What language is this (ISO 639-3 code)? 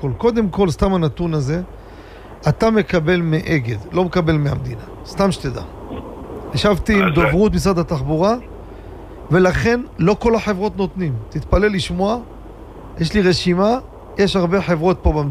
heb